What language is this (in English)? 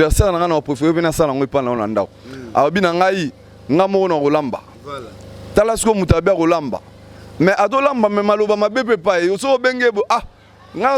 Lingala